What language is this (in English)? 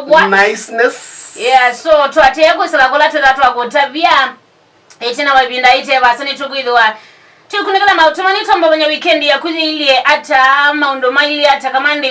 Kamba